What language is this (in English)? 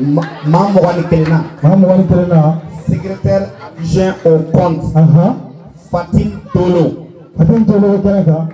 Bambara